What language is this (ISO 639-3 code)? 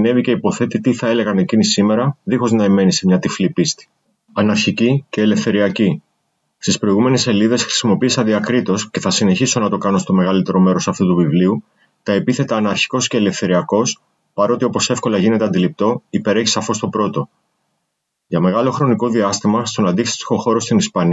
ell